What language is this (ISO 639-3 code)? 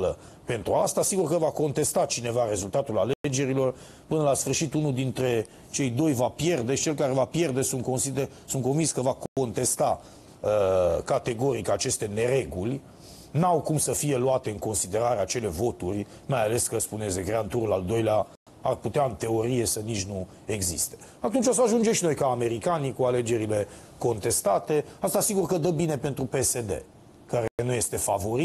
ron